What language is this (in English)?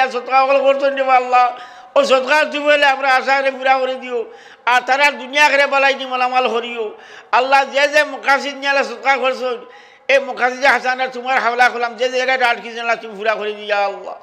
Sylheti